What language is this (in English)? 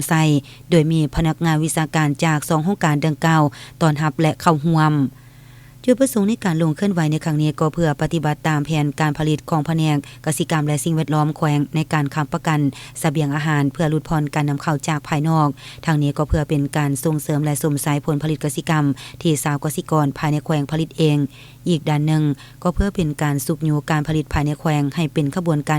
Lao